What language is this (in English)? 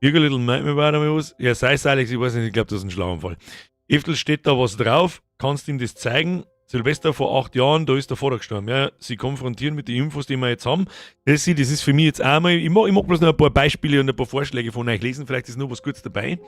Bavarian